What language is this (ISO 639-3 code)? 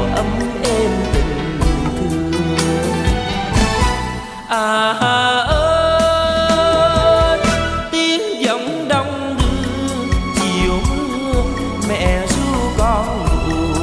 vie